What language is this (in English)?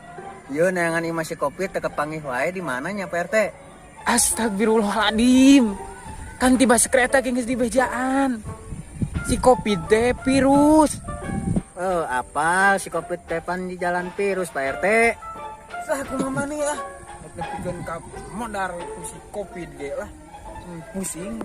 Sundanese